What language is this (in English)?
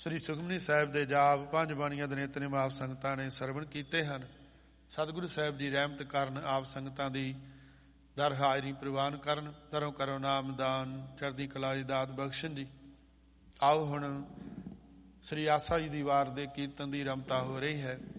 Punjabi